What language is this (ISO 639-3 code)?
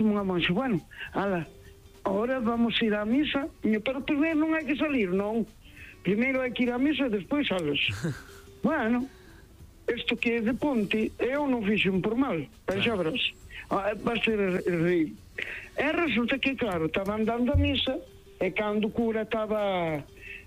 glg